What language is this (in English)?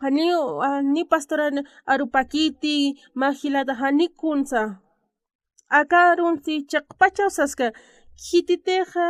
Aymara